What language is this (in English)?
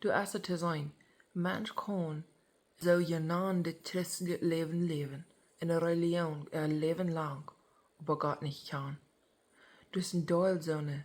Plautdietsch